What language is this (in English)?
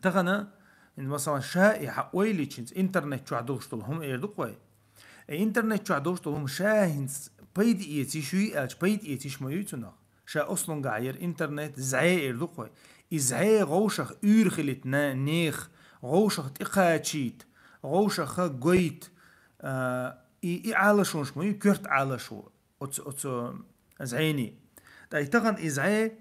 Chechen